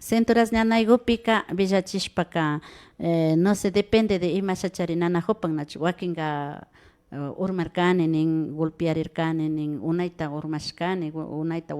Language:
Imbabura Highland Quichua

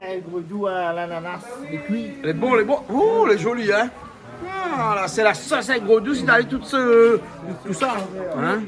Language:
Réunion Creole French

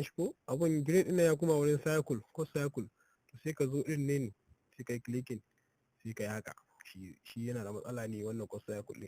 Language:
Hausa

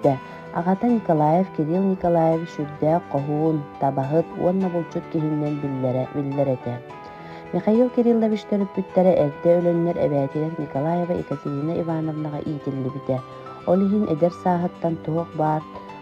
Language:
Yakut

